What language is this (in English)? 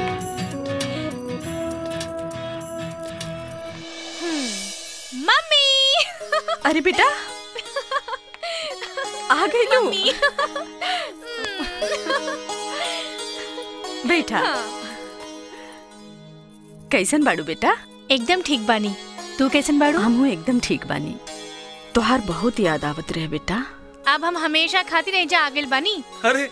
Bhojpuri